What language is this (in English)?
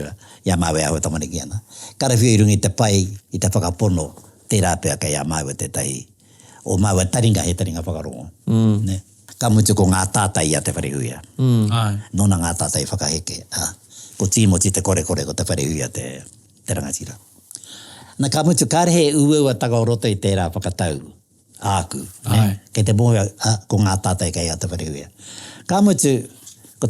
Māori